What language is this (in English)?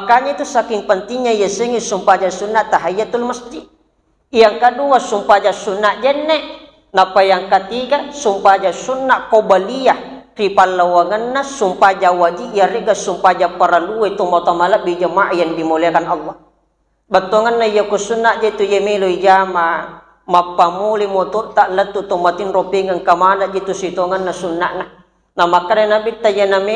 Buginese